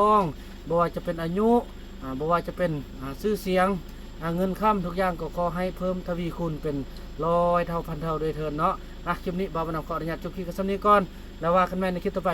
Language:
Lao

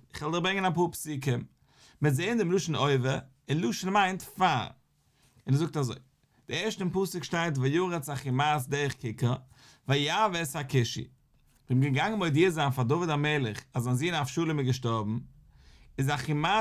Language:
Yiddish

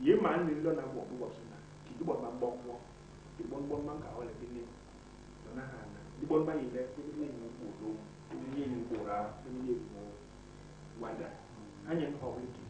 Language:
Basaa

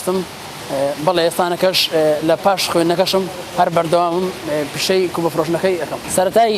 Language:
Central Kurdish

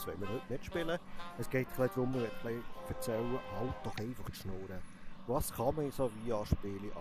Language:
Swiss German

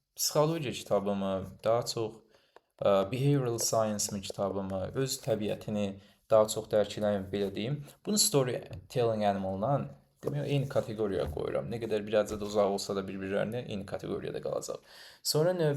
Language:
Azerbaijani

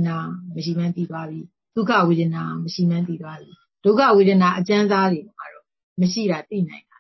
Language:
Burmese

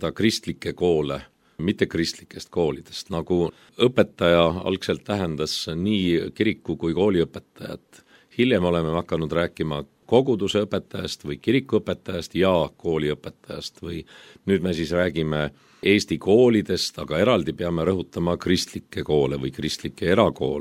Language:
Estonian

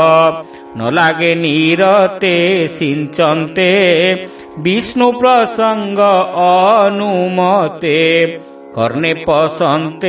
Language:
Odia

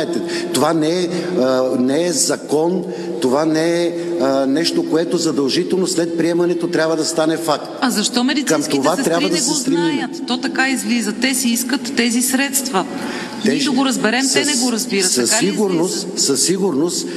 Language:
Bulgarian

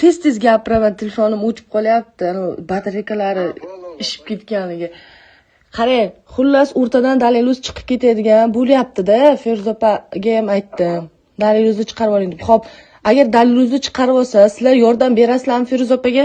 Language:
Uzbek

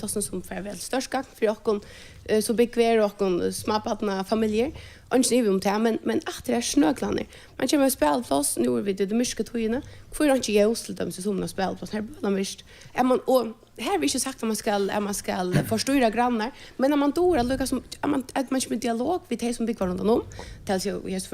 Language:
Faroese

